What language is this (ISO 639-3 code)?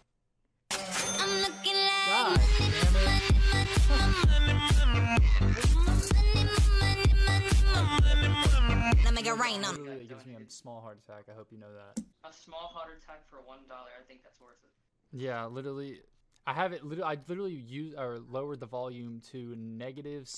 eng